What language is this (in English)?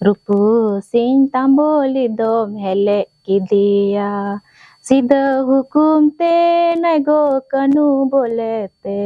Santali